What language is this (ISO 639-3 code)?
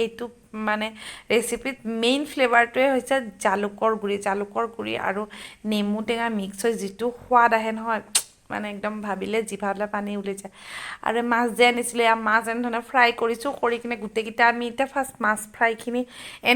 asm